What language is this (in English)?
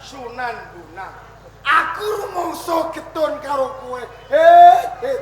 Javanese